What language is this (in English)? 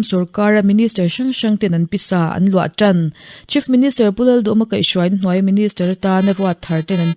Mizo